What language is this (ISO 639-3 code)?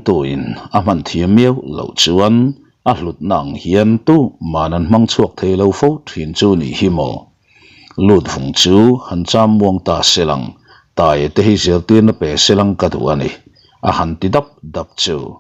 lus